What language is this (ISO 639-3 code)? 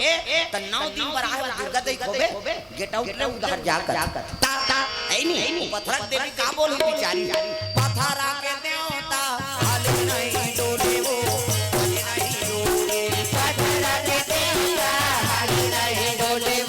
hne